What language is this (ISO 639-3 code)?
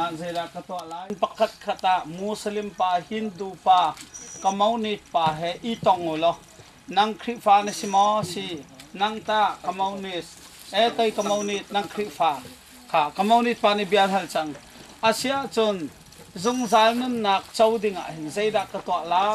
cnh